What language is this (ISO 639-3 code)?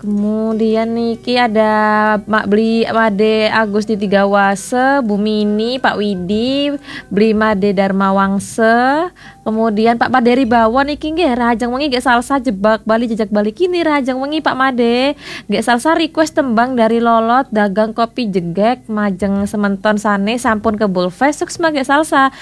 ban